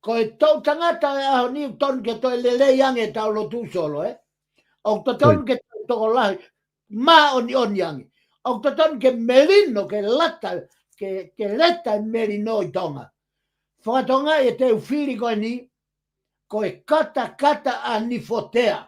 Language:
Tongan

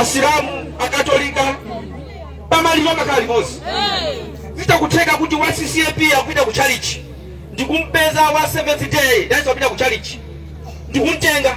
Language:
Nyanja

